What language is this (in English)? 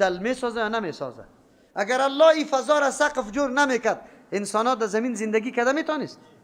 Persian